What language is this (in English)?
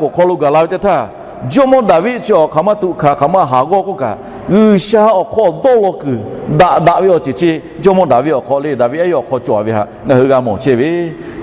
Lahu